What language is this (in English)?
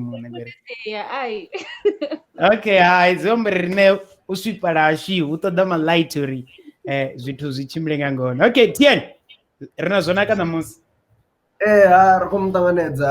Venda